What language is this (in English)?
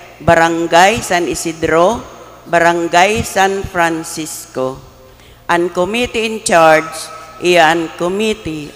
Bikol